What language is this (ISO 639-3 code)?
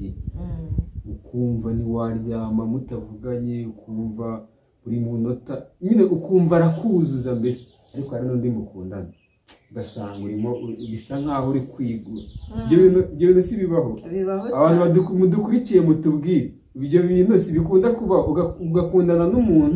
kin